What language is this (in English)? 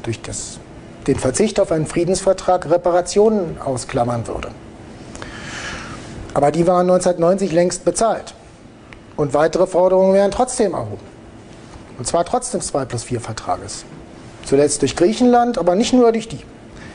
German